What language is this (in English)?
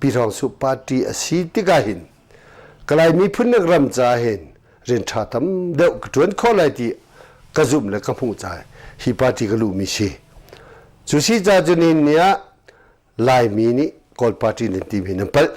Hakha Chin